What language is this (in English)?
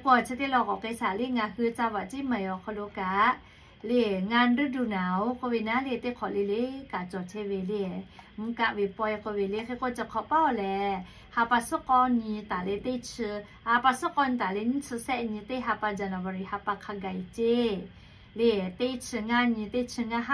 Lahu